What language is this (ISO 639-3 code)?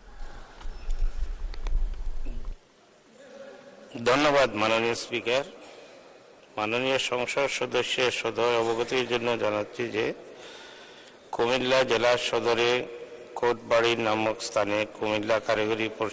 ben